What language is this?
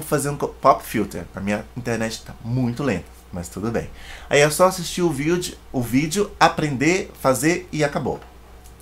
Portuguese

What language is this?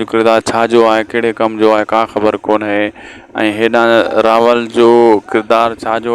Sindhi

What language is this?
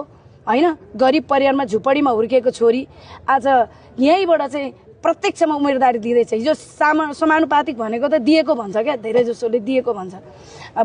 Nepali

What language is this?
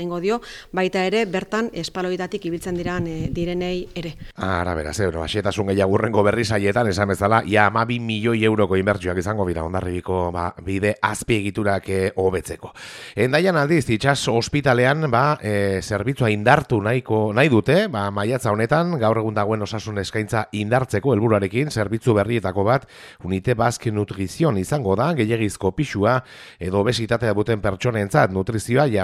Basque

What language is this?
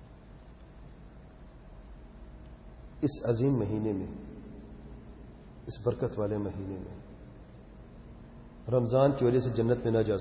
Urdu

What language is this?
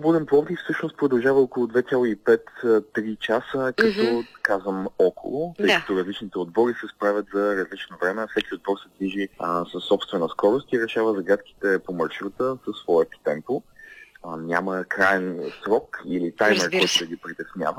Bulgarian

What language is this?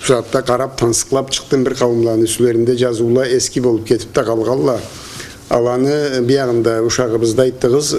Karachay-Balkar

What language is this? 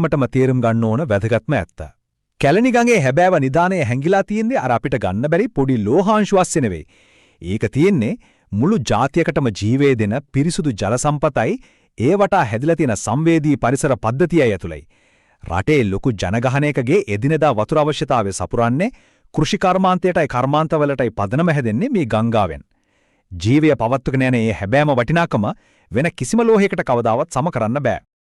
Sinhala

